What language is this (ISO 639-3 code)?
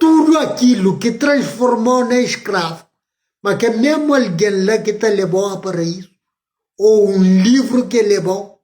kea